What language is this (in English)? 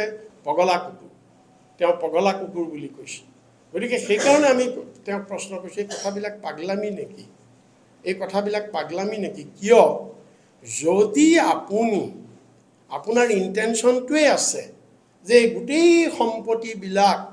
Assamese